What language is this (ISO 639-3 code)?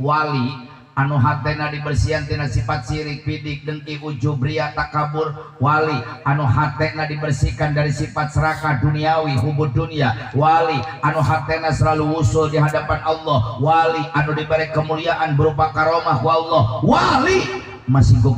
sun